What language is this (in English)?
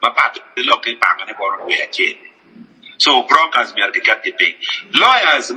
Acoli